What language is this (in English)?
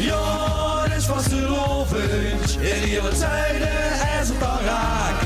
Limburgish